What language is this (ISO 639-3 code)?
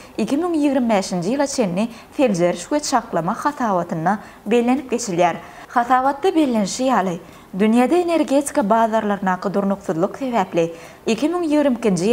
tuk